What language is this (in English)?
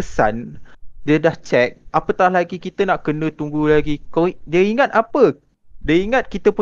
Malay